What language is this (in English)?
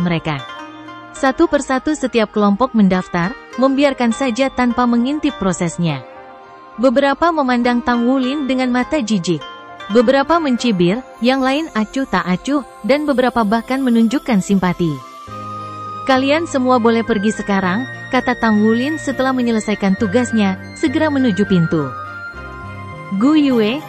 Indonesian